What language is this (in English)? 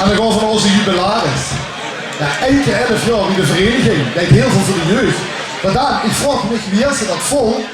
Limburgish